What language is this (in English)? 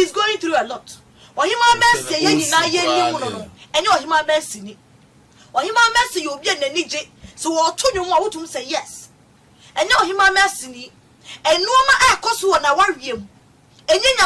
Akan